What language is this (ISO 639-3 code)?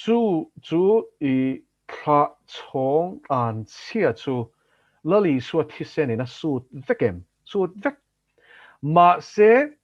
lus